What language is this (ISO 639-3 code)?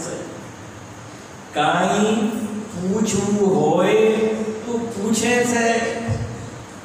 guj